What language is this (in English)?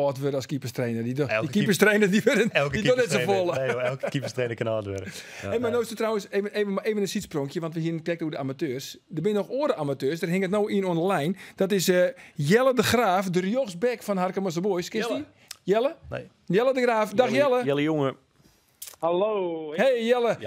Western Frisian